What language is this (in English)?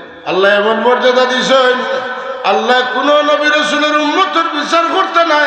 Sylheti